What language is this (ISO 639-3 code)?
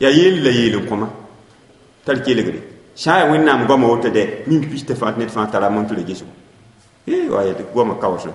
mos